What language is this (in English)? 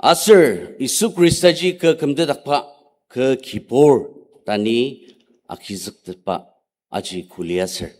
Ao Naga